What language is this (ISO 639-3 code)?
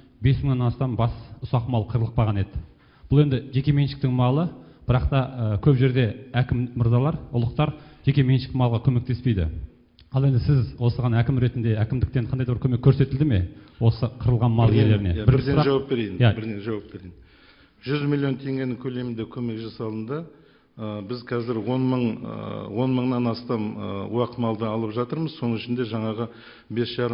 kaz